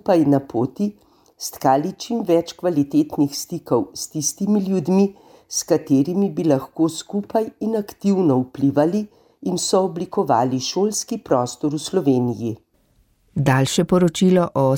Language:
Slovenian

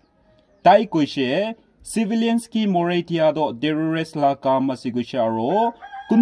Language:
Naga Pidgin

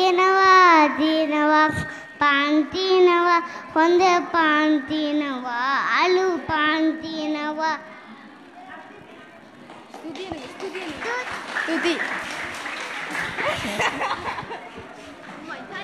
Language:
Tamil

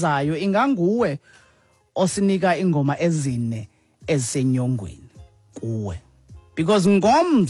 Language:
Xhosa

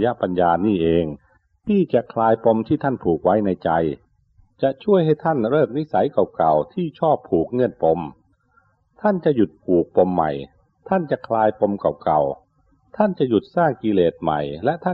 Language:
Thai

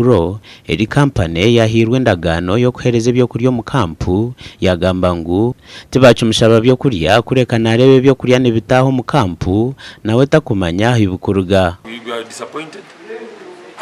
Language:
Nyankole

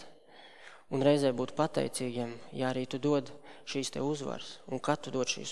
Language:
Latvian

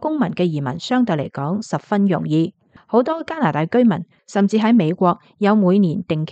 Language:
Cantonese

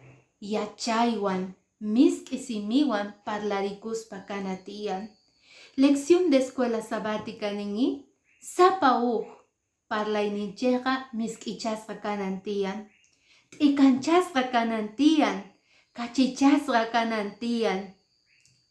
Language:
Quechua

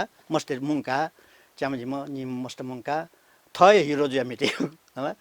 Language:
Newari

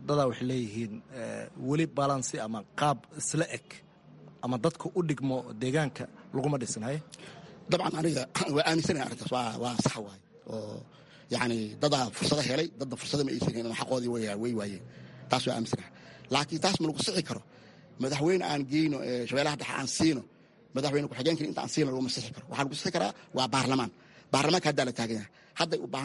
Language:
Somali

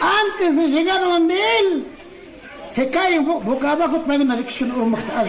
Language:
Chimborazo Highland Quichua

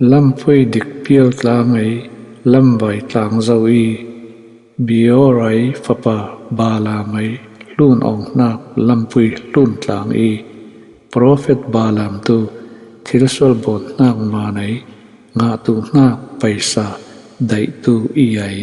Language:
Falam Chin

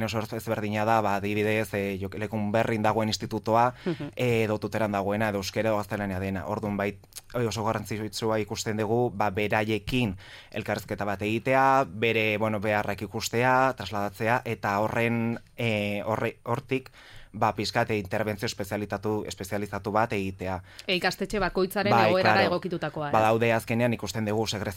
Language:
Basque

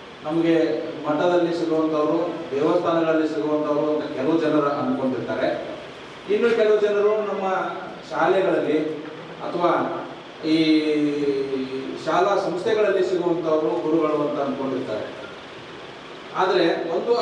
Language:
Kannada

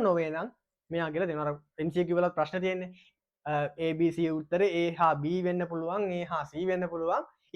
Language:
Sinhala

